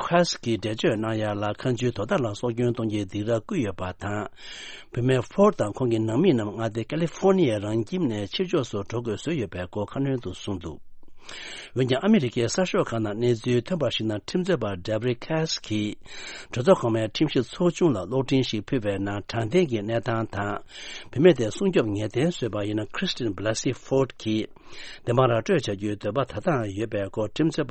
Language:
Tibetan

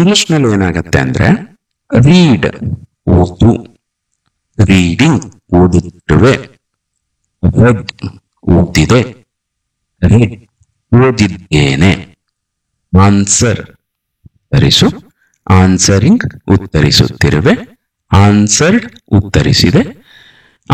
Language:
Kannada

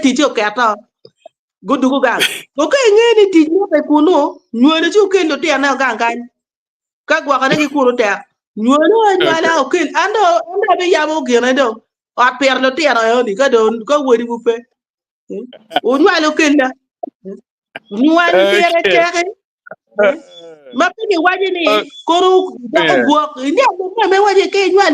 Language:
Acoli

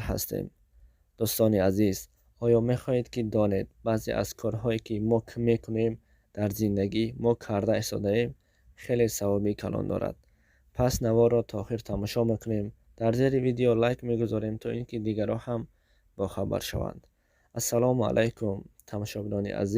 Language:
Tajik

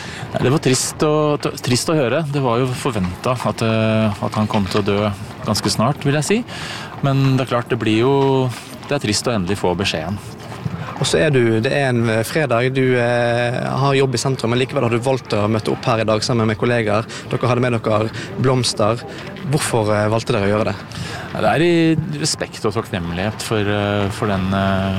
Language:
Norwegian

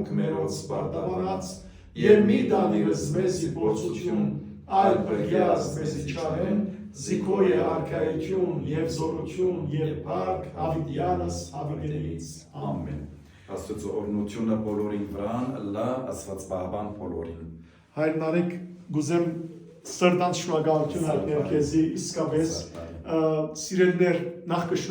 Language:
Western Armenian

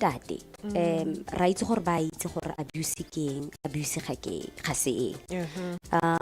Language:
Tswana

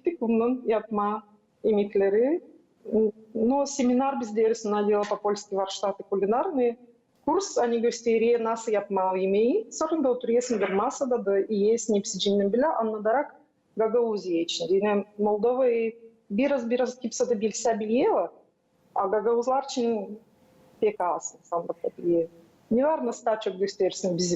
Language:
Gagauz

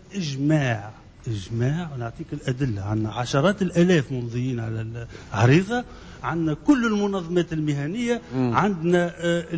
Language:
Tunisian Arabic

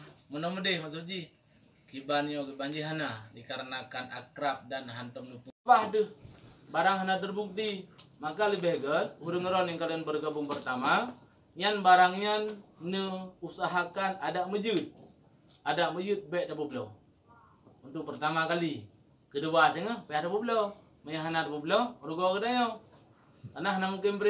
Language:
Achinese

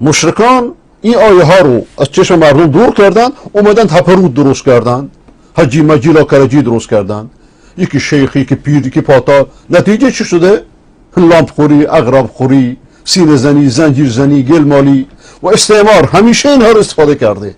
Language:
Persian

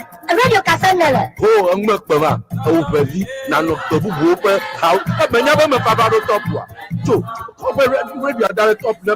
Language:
Ewe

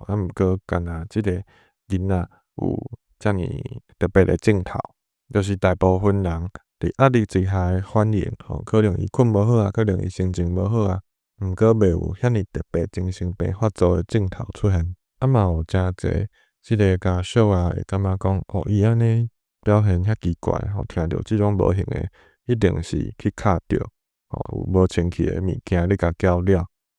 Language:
Min Nan Chinese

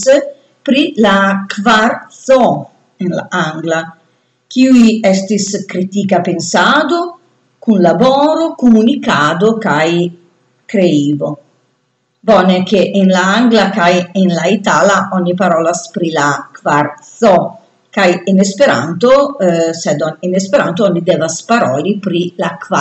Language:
Esperanto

